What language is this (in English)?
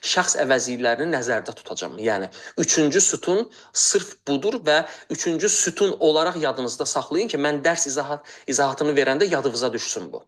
Azerbaijani